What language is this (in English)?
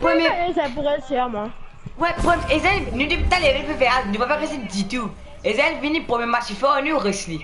Morisyen